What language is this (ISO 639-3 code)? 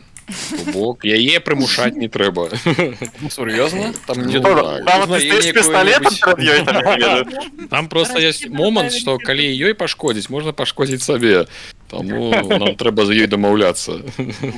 bel